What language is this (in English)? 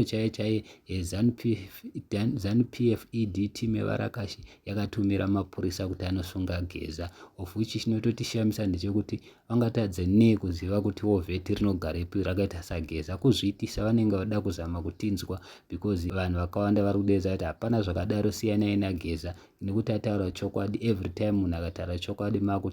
Shona